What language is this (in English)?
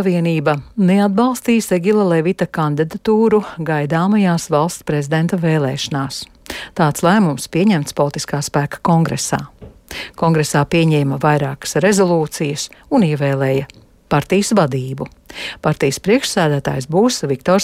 Latvian